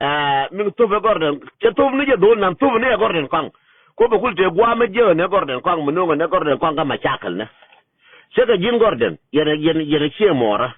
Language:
Nuer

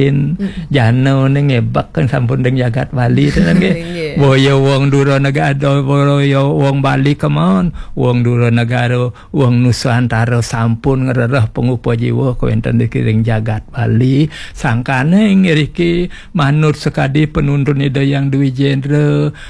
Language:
Balinese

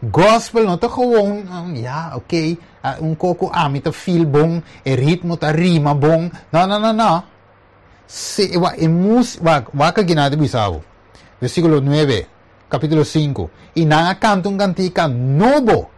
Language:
Papiamento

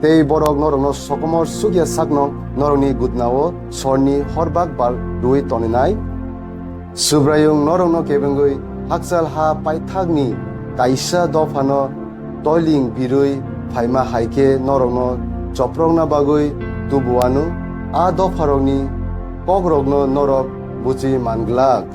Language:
Kok Borok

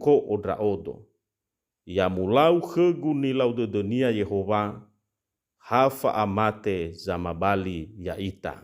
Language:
Nias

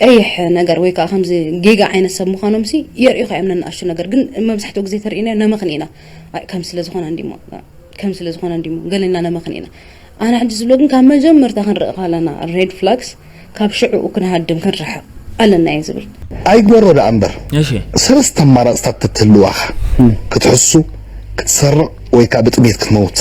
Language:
Tigrinya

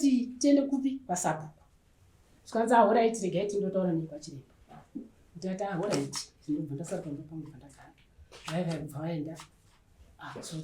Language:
Shona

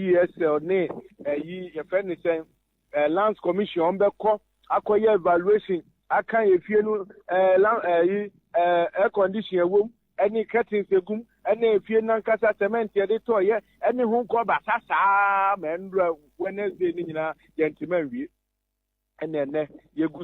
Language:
Akan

